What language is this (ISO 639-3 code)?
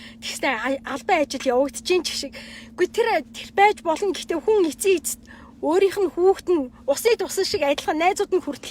mon